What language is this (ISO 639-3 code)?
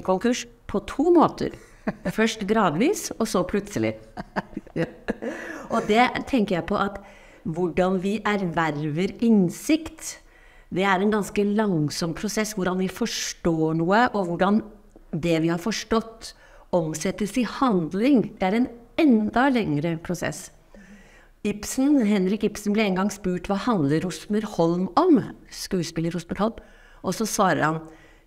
nor